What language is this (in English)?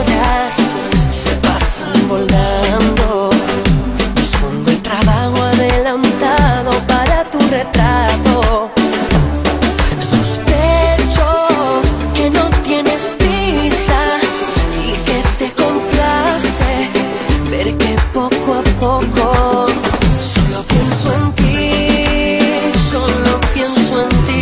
Spanish